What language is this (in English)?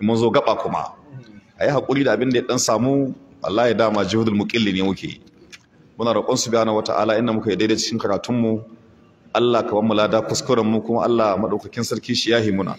Hausa